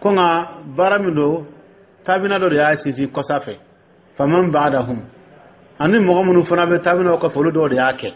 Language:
Dyula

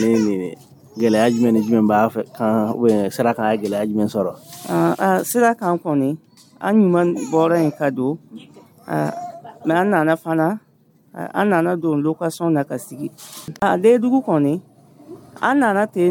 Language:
Dyula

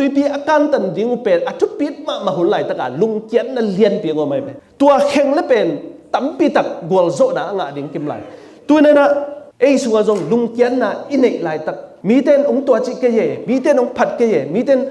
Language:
Tedim Chin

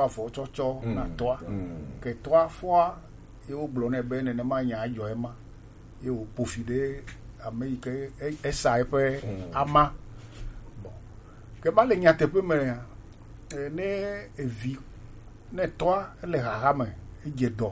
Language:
Gen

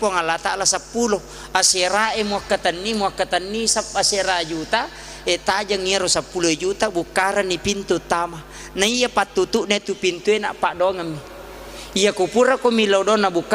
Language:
Buginese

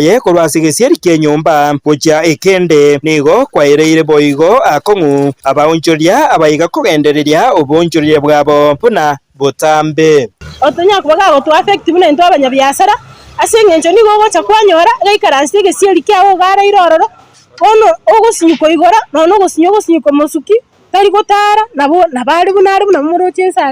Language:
Gusii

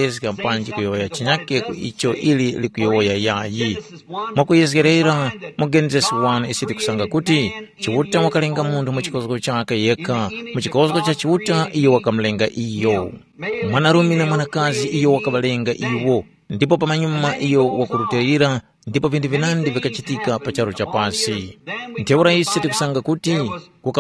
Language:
Tumbuka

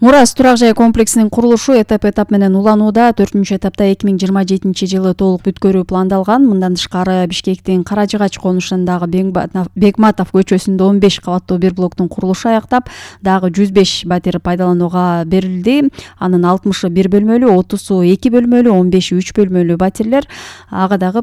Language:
Kyrgyz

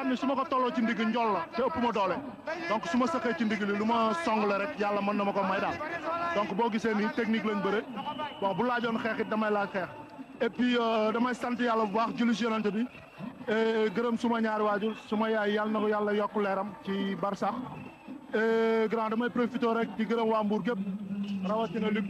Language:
Wolof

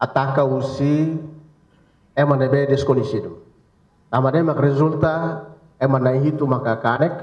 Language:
Tetum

